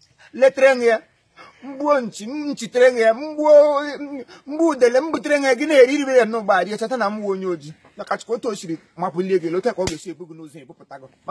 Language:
Igbo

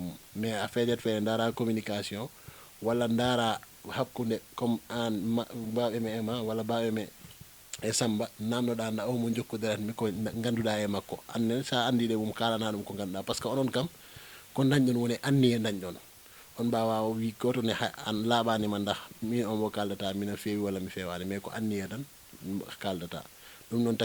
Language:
Fula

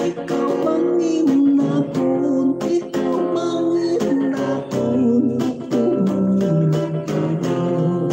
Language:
Hiligaynon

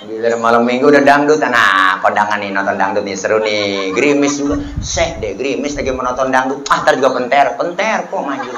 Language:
Betawi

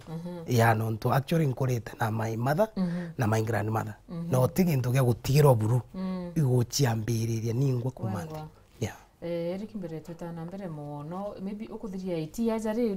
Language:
Meru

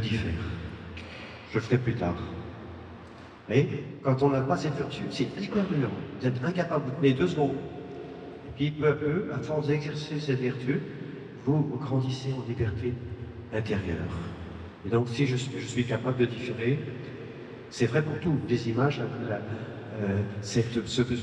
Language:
French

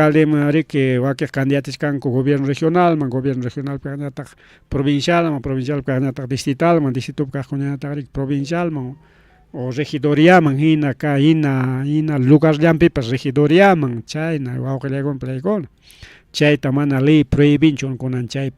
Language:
Ayacucho Quechua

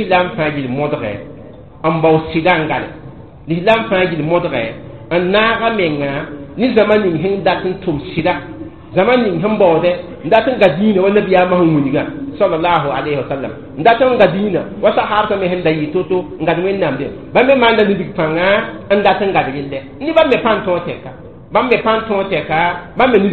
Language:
Mossi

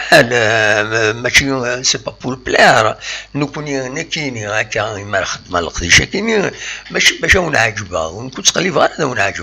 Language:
Kabyle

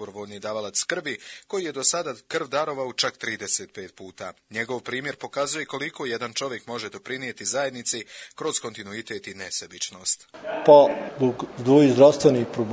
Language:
Bosnian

